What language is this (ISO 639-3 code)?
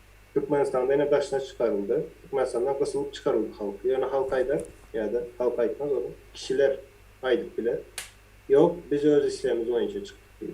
tuk